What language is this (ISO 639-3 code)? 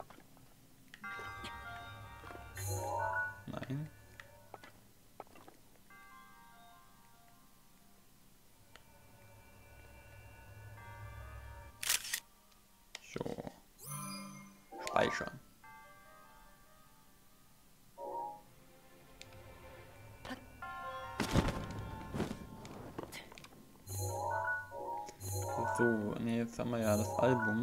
deu